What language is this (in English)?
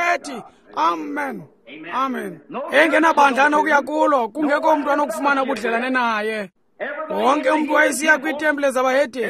Xhosa